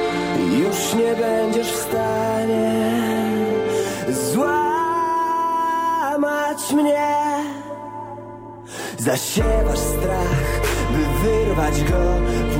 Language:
Polish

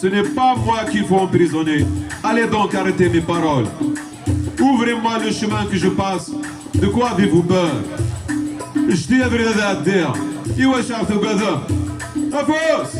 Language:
Kabyle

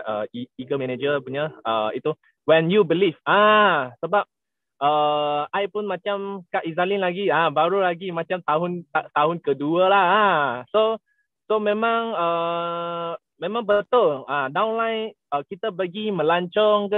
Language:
Malay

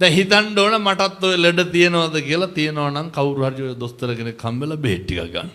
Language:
Sinhala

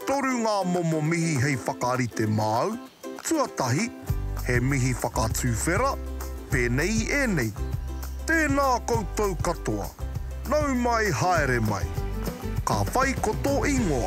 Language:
Māori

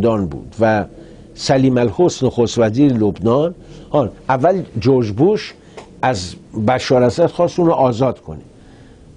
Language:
Persian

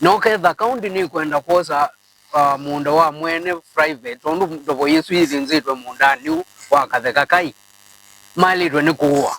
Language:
Kamba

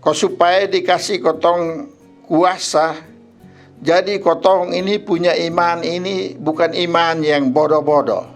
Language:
Kupang Malay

